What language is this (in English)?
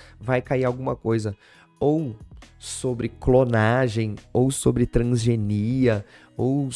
Portuguese